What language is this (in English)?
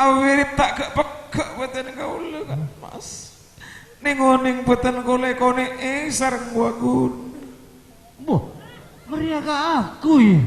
Madurese